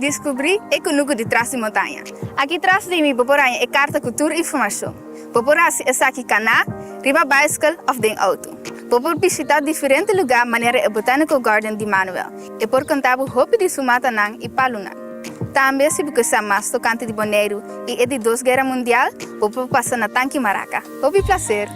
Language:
Papiamento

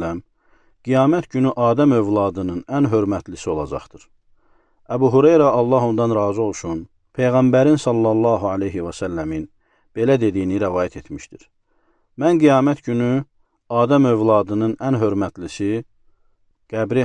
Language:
Azerbaijani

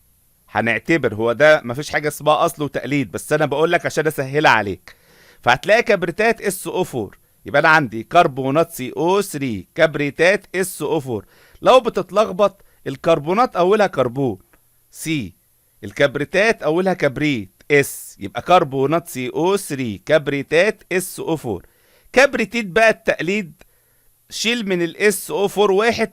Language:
Egyptian Arabic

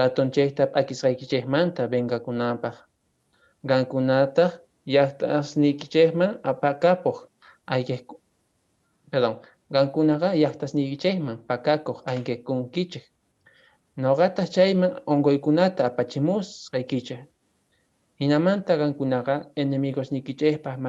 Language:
Quechua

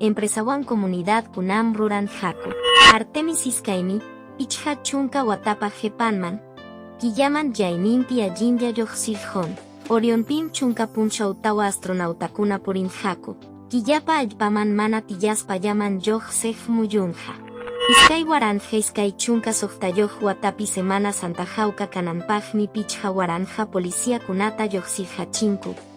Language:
Quechua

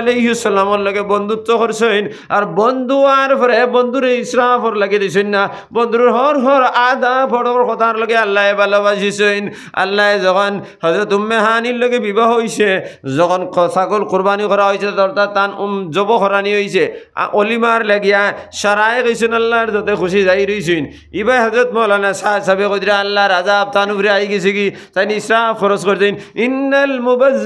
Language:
Sylheti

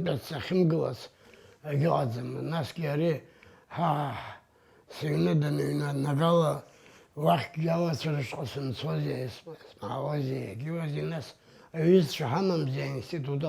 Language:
Abkhazian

